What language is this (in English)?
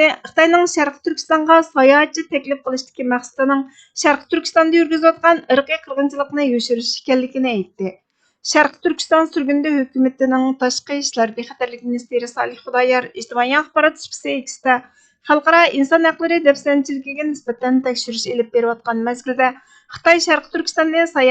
Uyghur